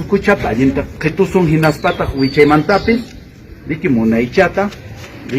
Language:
Quechua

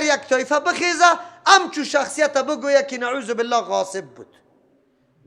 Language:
Persian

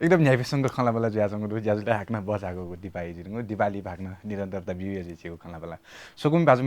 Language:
Newari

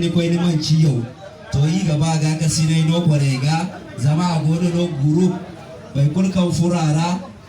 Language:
Zarma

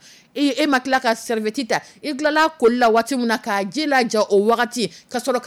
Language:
Dyula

